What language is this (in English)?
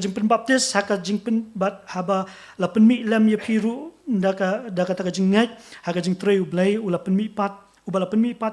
Khasi